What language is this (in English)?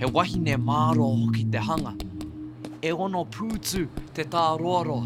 Māori